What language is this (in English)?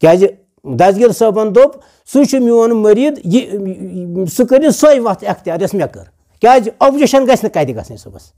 Kashmiri